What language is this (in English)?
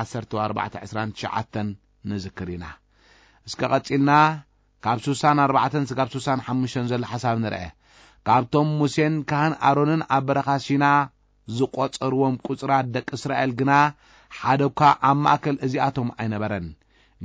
Tigrinya